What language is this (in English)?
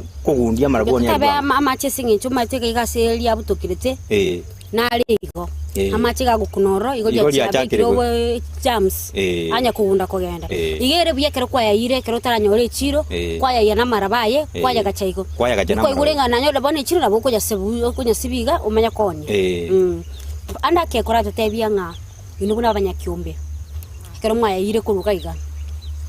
Gusii